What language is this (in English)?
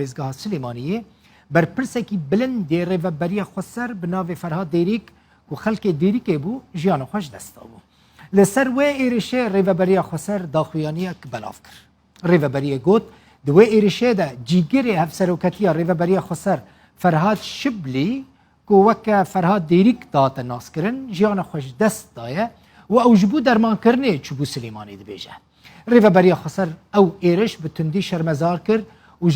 Kurdish